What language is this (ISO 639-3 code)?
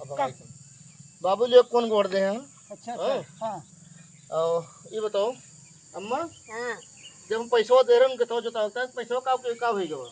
awa